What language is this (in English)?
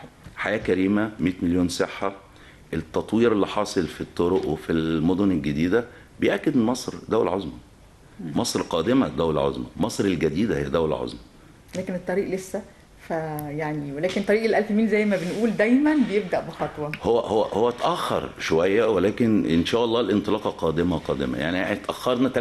Egyptian Arabic